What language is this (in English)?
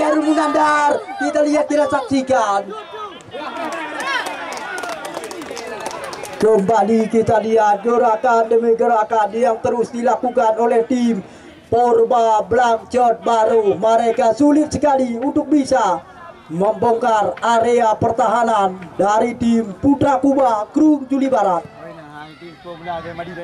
Indonesian